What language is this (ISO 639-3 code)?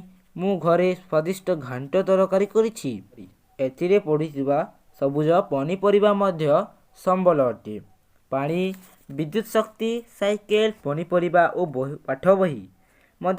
ori